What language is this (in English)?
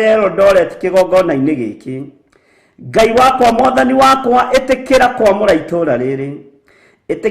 Kikuyu